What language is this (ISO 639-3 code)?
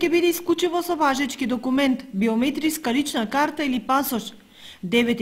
mkd